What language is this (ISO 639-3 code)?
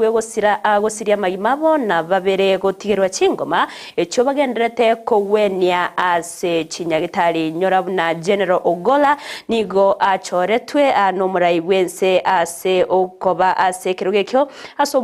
guz